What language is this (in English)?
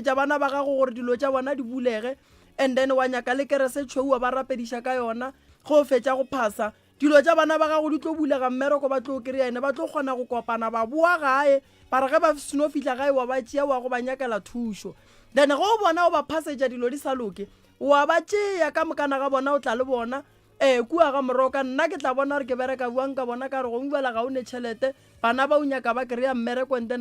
Northern Sotho